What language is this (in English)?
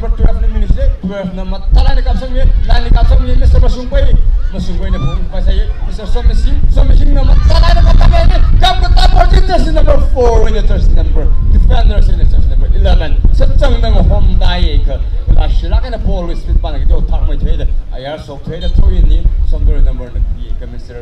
Tangkhul Naga (India)